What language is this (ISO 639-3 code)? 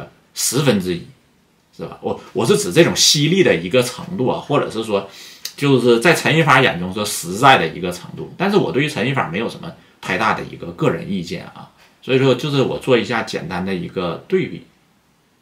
zho